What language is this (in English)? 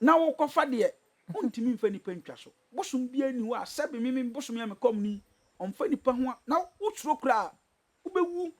Akan